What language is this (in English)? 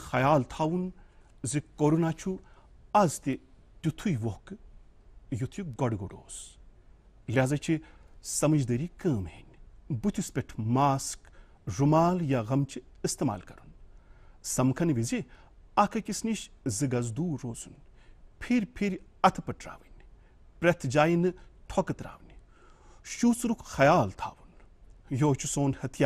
Kashmiri